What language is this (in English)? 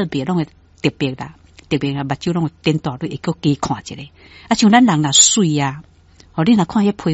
Min Nan Chinese